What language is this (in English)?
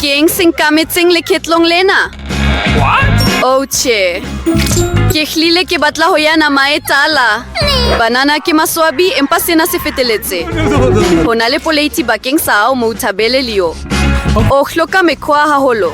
Southern Sotho